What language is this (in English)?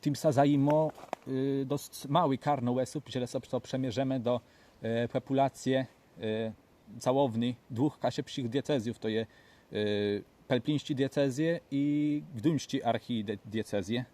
Kashubian